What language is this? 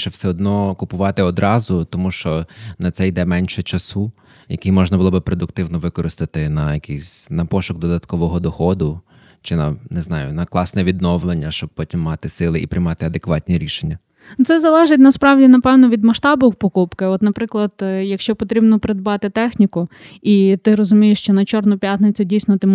Ukrainian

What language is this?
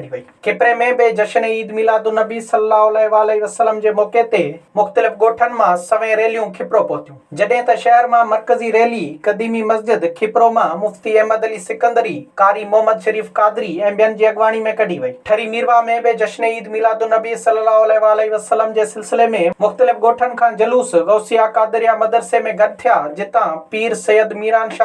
Sindhi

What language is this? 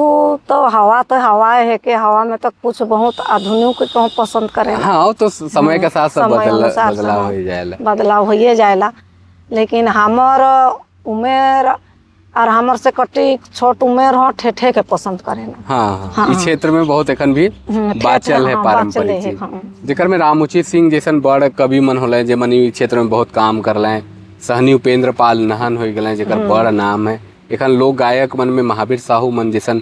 Sadri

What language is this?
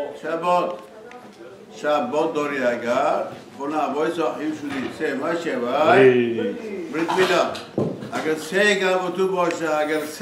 Persian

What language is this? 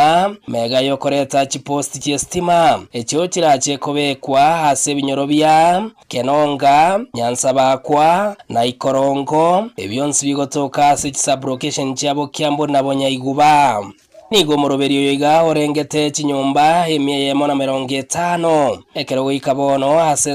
Gusii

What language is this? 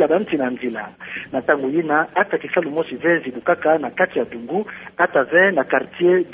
Kituba (Democratic Republic of Congo)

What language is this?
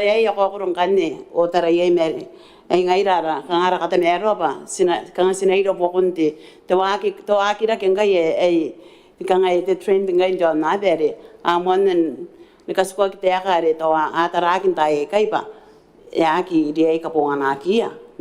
Gilbertese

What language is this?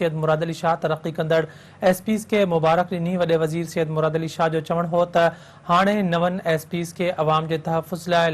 Sindhi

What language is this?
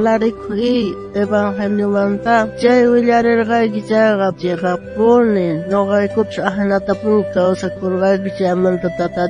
South Bolivian Quechua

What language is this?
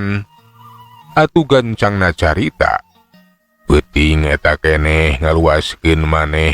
Sundanese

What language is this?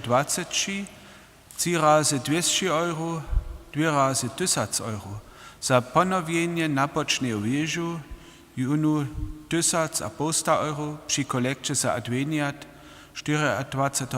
Upper Sorbian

